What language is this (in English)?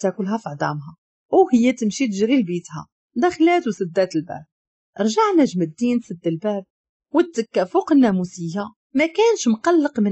Moroccan Arabic